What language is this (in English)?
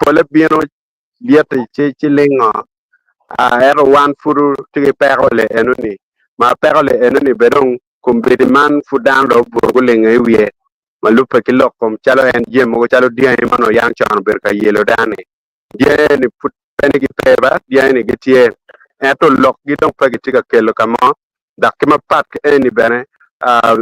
Acoli